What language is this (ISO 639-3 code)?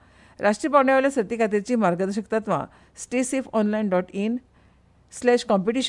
kok